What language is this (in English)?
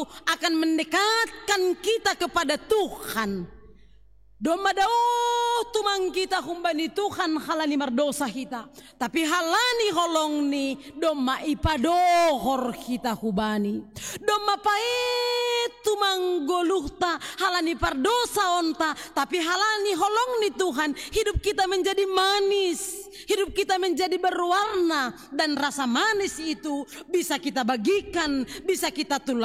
Batak Simalungun